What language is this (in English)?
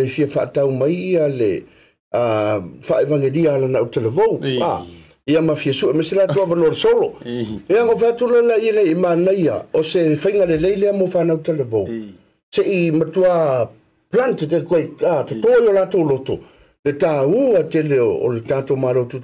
Samoan